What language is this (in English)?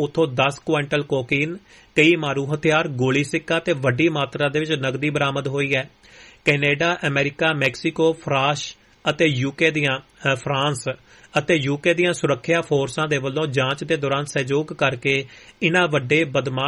Punjabi